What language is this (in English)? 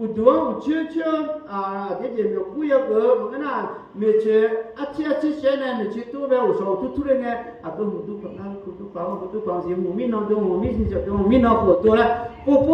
Akha